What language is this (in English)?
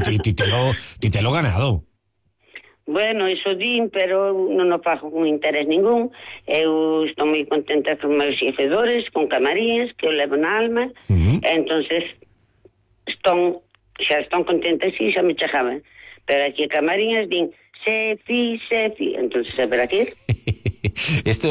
Galician